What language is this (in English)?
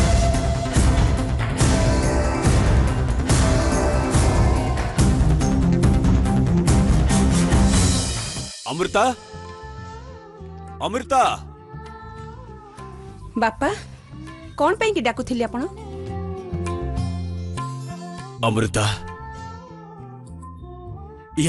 Odia